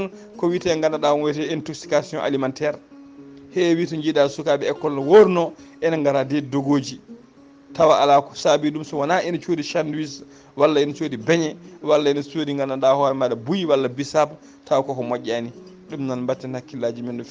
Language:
Fula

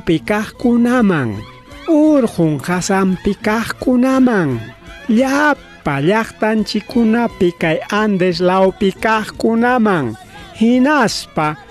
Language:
Ayacucho Quechua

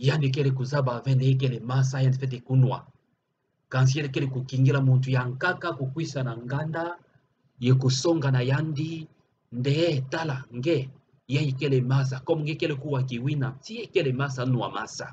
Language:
Kituba (Democratic Republic of Congo)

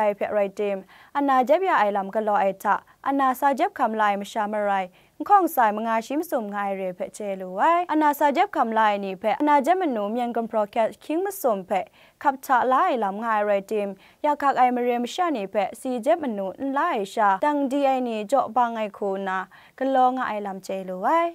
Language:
Kachin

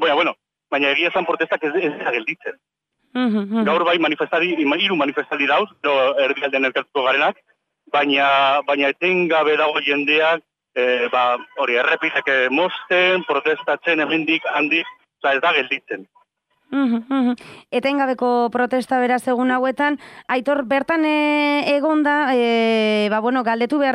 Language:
Basque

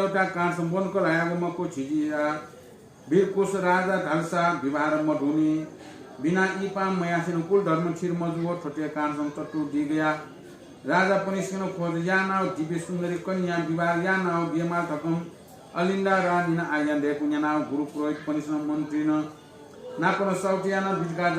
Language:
Newari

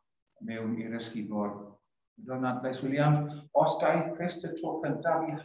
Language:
Welsh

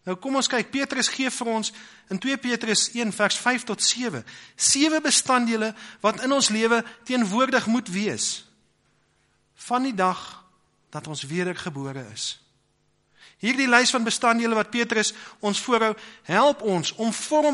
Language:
Afrikaans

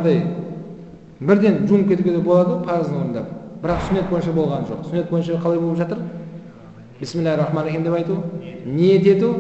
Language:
Kazakh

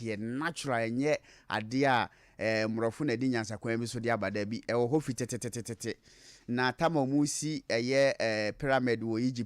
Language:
Akan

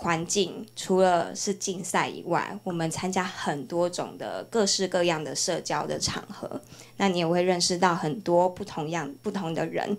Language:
Chinese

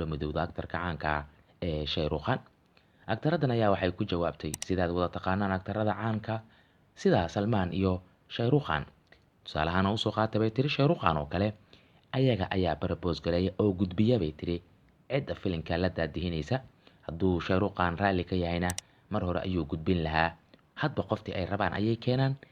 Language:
Somali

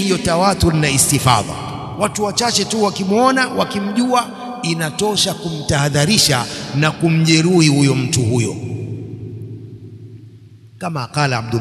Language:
Swahili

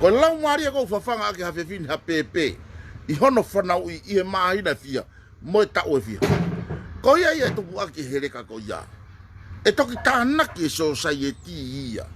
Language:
Tongan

